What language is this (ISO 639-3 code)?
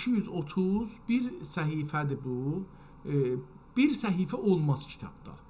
azb